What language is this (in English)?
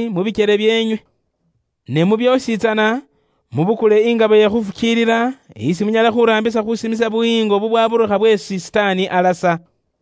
Luyia